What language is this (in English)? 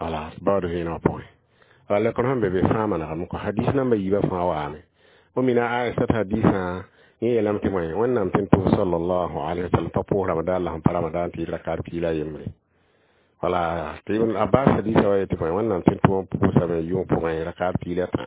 Mossi